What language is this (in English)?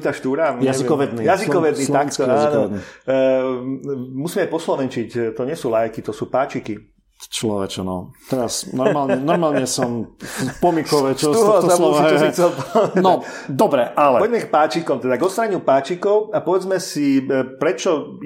Slovak